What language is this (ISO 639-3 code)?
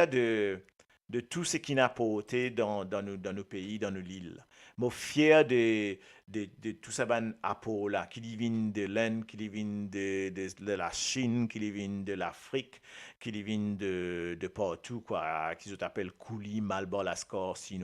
mfe